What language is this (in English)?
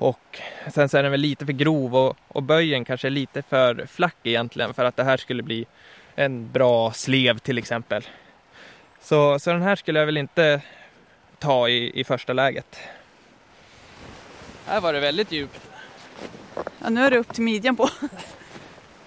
Swedish